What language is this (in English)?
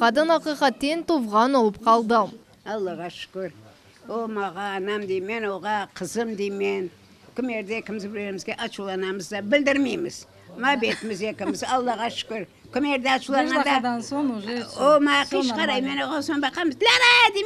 Crimean Tatar